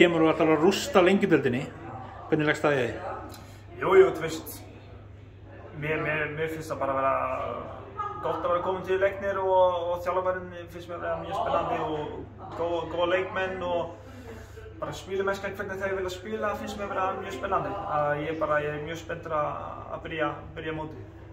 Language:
Icelandic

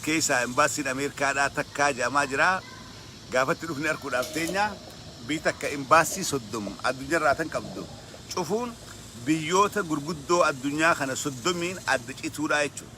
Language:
Oromo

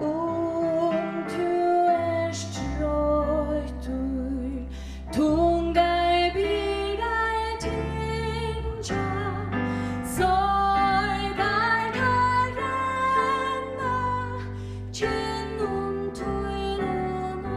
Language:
Faroese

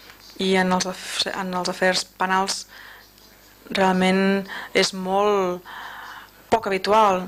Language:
Catalan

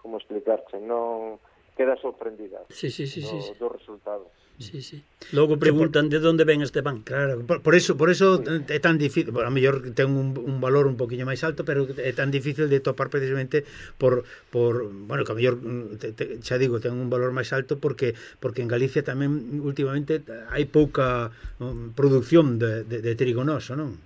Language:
Galician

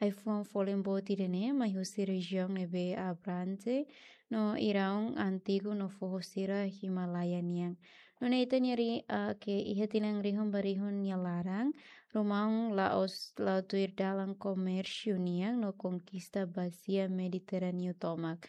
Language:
Tetum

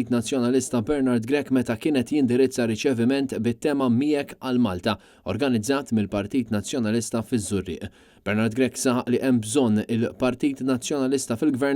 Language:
Maltese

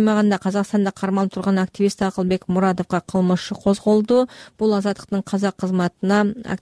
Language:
Kyrgyz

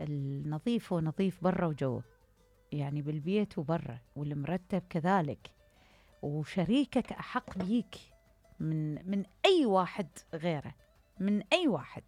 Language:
Mesopotamian Arabic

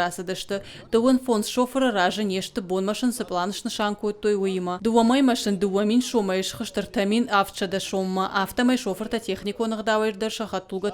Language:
Ossetic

